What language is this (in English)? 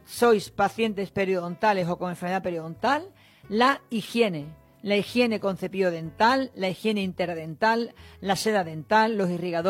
Spanish